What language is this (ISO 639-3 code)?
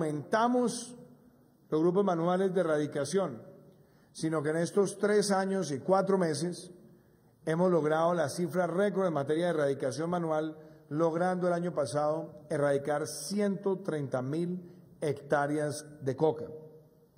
spa